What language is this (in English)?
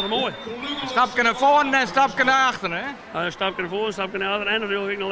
Western Frisian